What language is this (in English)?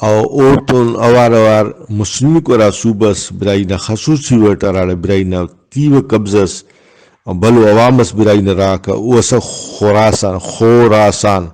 Brahui